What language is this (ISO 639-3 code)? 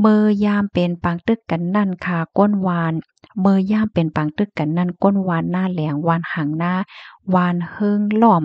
shn